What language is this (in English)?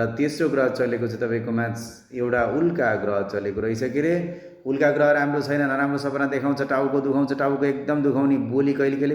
Nepali